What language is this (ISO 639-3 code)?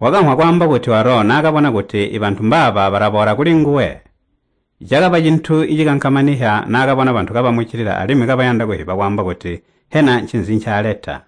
toi